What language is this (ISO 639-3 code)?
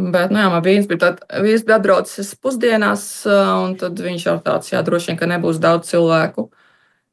lav